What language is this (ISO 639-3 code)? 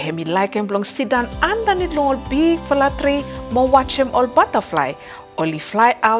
bis